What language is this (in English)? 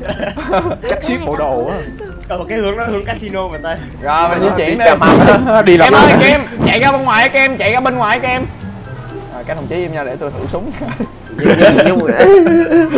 Vietnamese